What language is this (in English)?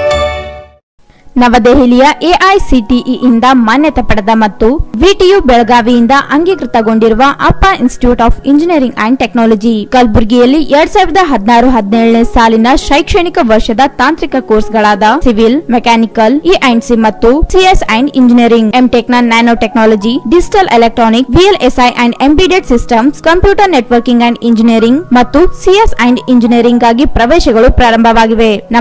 Kannada